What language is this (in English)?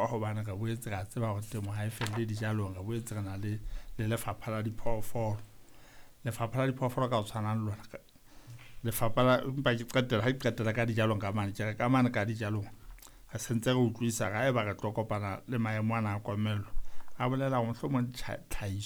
Southern Sotho